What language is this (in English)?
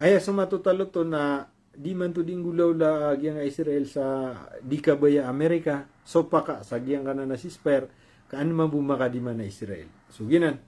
Maranao